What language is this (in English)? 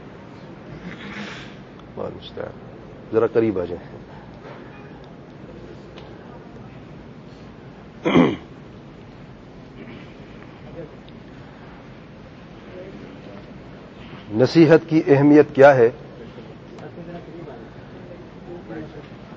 Urdu